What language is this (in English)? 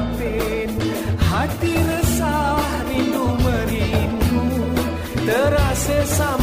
Malay